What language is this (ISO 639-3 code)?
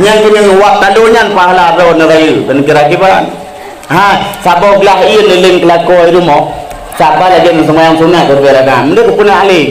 ace